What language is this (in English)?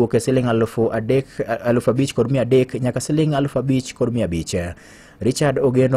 Luo (Kenya and Tanzania)